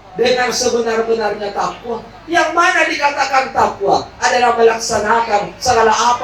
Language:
Buginese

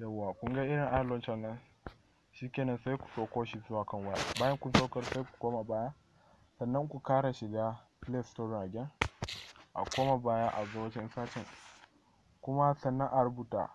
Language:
Hausa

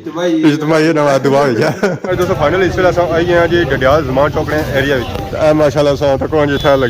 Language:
Pahari-Potwari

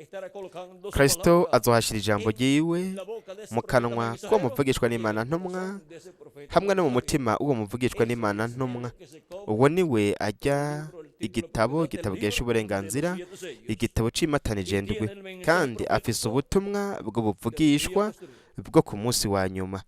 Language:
Rundi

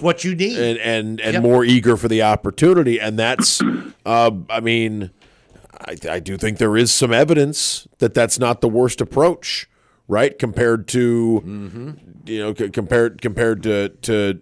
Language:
English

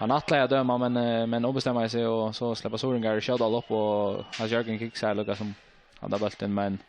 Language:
Faroese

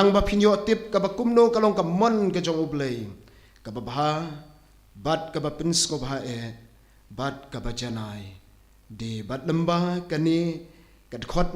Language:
Khasi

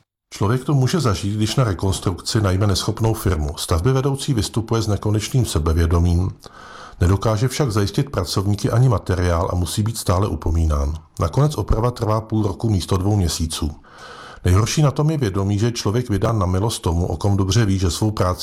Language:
Czech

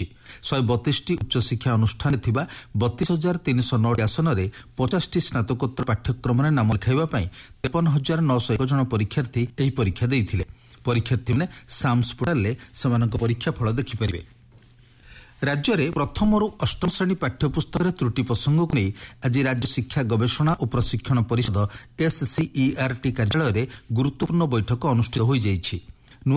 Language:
Odia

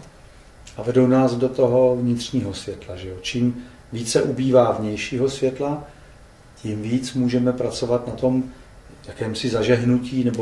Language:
Czech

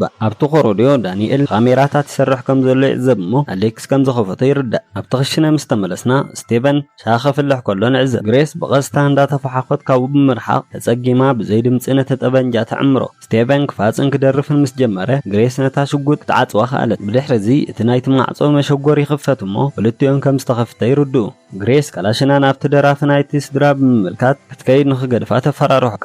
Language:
Tigrinya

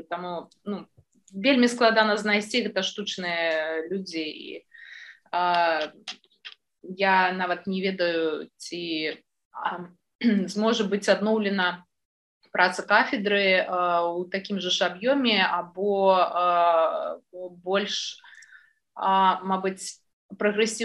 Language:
Belarusian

